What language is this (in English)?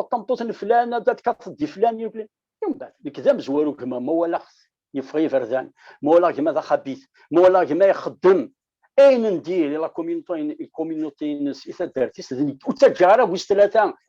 Kabyle